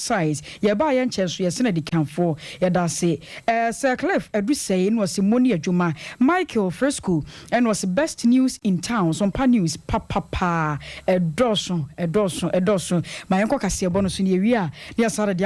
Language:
Akan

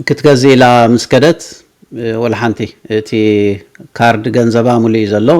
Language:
Tigrinya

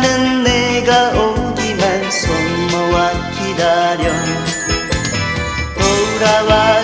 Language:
Korean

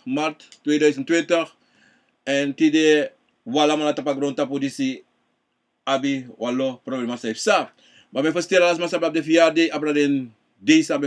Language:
Sranan Tongo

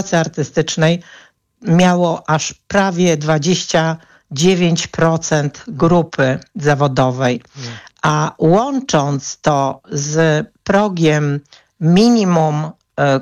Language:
Polish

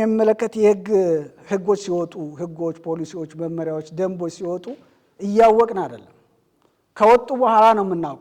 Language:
Amharic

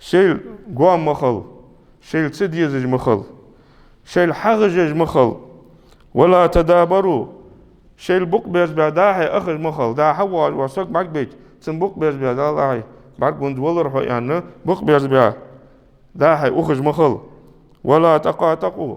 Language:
Ingush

